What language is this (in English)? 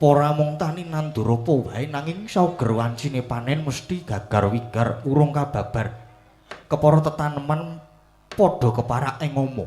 Javanese